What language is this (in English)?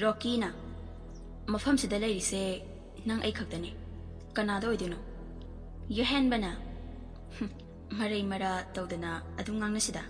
Manipuri